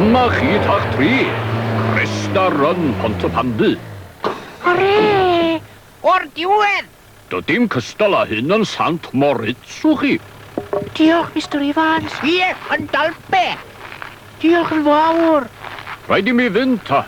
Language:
Welsh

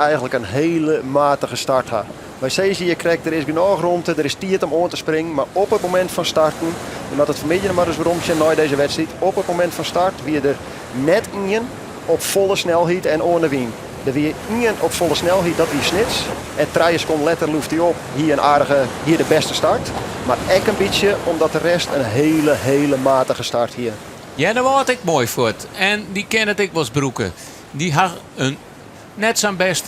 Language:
Western Frisian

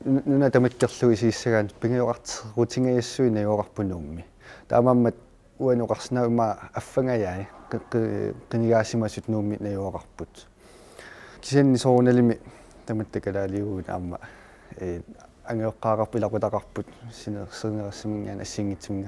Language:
Kalaallisut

